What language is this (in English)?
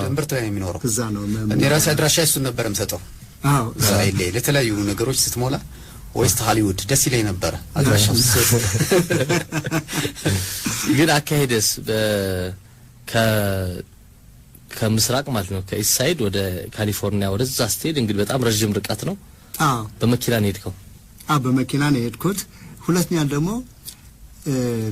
Amharic